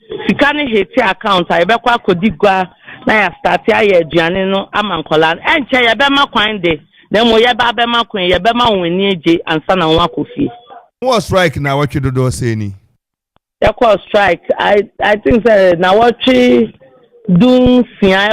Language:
Akan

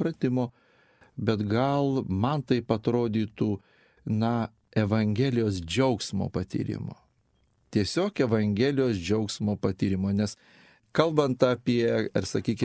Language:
Lithuanian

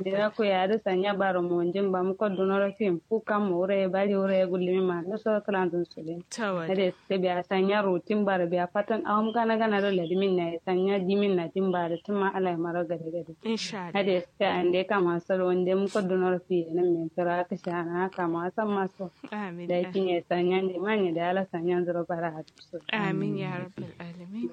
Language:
Kanuri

